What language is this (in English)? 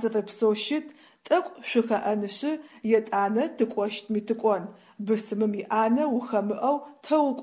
Adyghe